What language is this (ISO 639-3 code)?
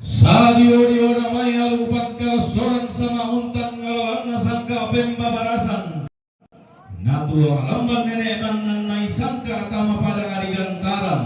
sda